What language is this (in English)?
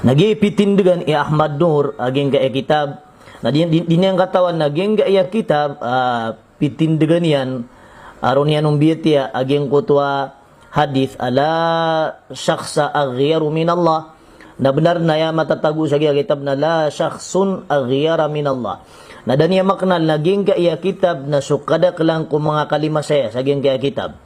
Maranao